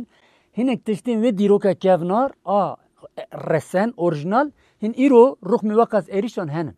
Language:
Kurdish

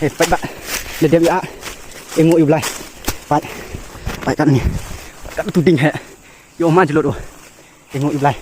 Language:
Khasi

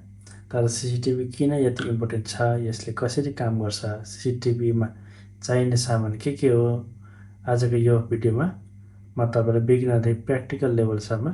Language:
Nepali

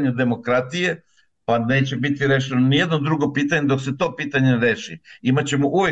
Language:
Serbian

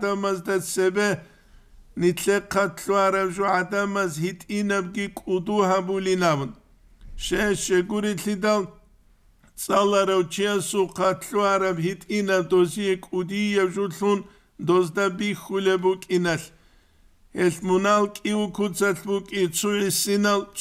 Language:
Avaric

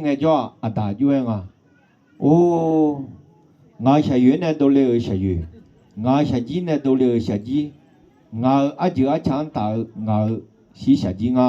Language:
Akha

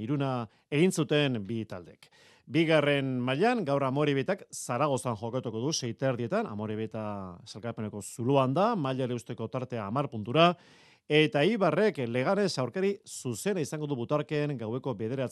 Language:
Basque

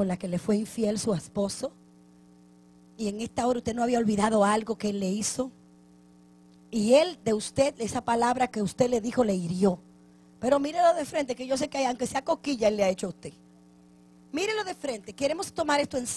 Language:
Spanish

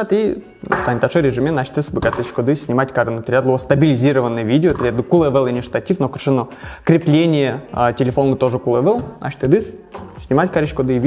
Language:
Udmurt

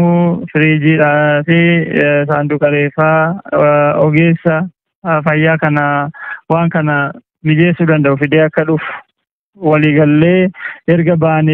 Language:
Oromo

